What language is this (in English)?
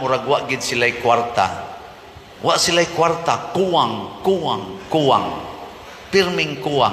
Cebuano